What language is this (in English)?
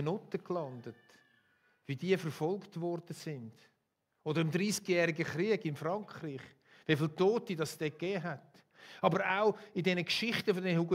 Swiss German